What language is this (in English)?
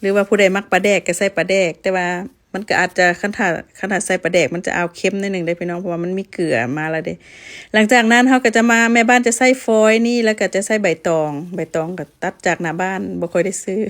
Lao